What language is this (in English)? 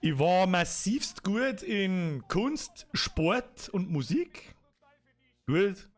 Bavarian